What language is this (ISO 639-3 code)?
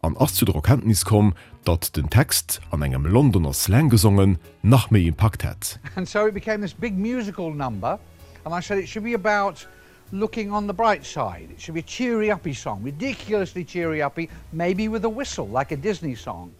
ltz